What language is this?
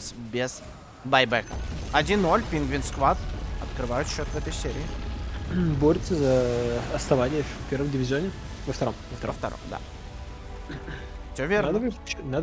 Russian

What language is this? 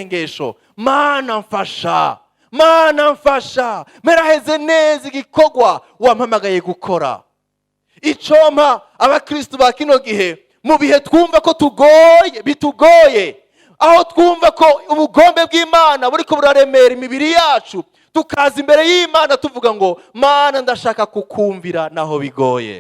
Rundi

